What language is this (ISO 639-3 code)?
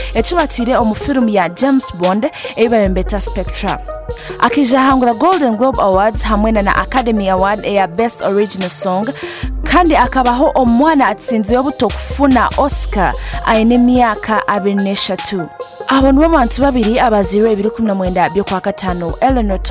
nyn